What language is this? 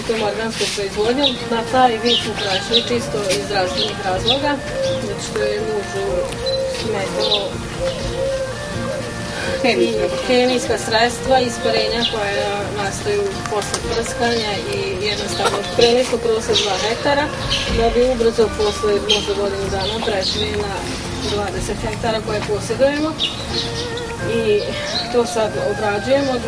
Serbian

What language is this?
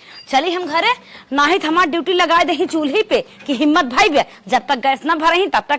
Awadhi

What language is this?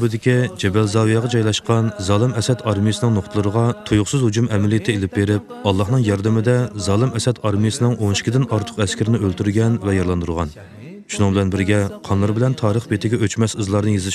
Uyghur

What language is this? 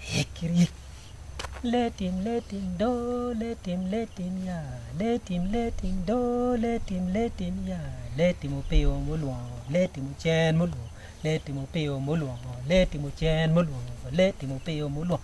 Acoli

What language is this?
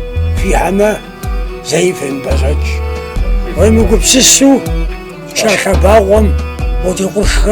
Kabardian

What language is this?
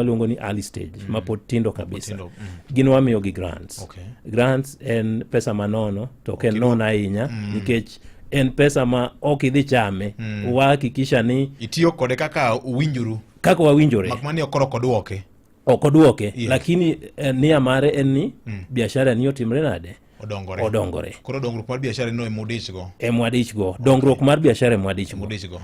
Luo (Kenya and Tanzania)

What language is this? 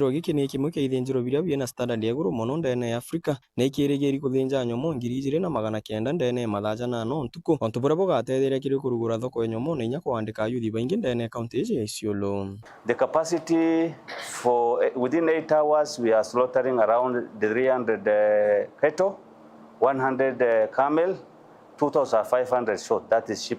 Meru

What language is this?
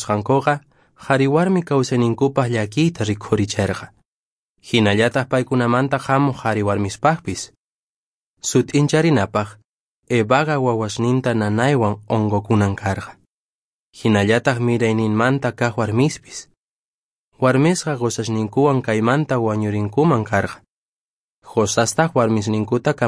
Quechua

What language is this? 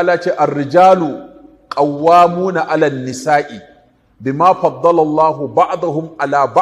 Hausa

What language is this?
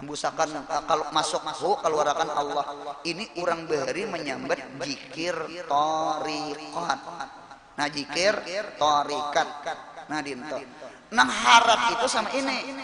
Banjar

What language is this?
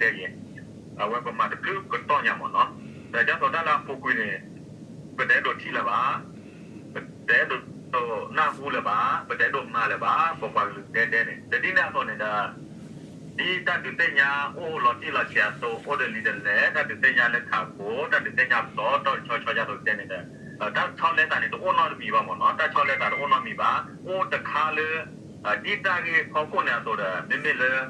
S'gaw Karen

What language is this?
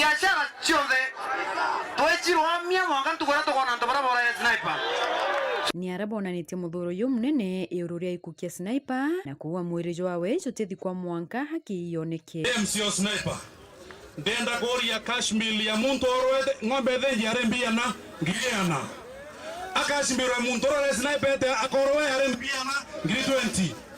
Meru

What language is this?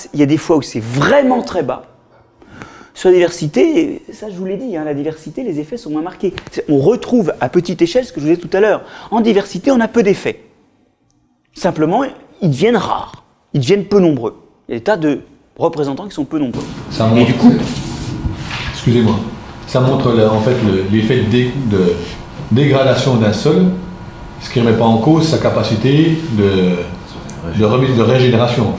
French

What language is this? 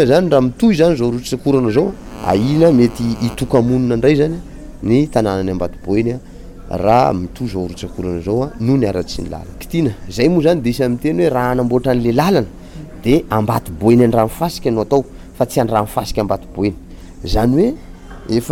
Malagasy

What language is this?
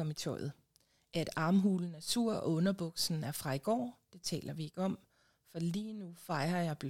Danish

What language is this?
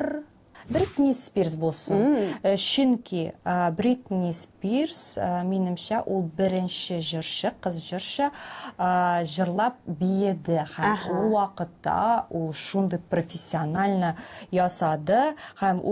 Tatar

